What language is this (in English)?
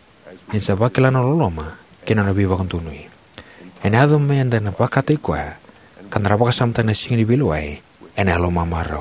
Fijian